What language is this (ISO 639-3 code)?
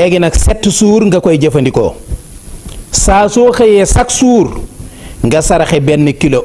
wol